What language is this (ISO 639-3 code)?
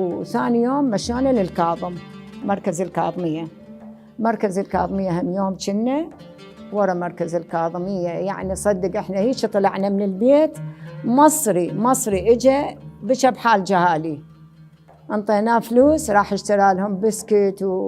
acm